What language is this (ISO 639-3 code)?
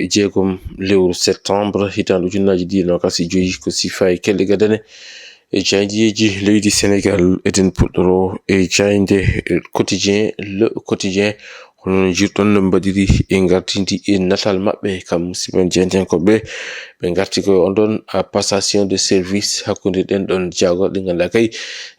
ful